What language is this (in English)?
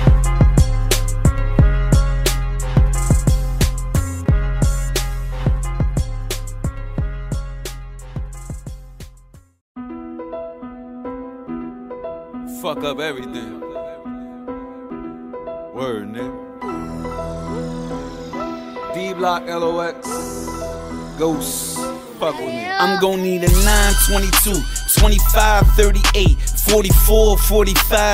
English